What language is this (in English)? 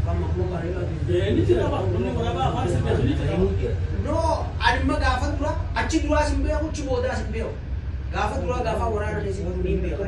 Oromo